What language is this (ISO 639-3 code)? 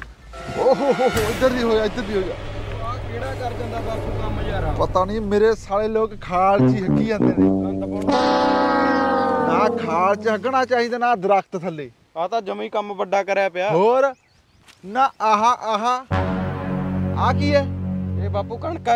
pan